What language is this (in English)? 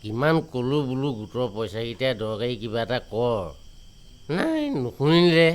Assamese